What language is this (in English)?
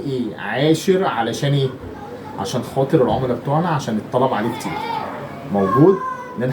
Egyptian Arabic